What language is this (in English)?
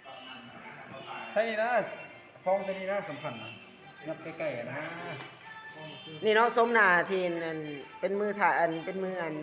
Lao